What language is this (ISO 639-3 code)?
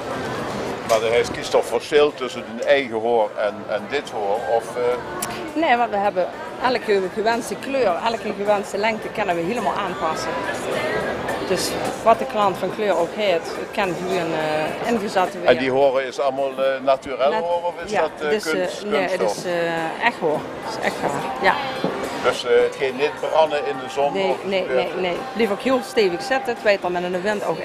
nld